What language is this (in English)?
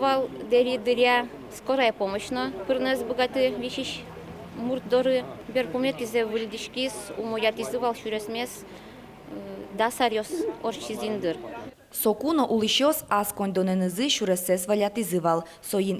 Udmurt